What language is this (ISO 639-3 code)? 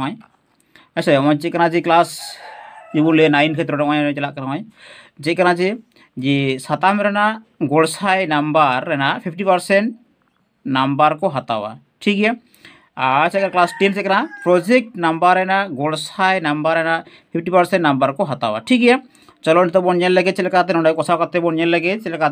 sat